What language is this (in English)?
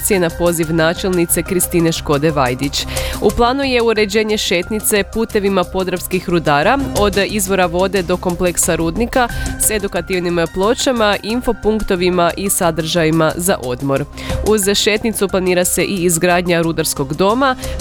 Croatian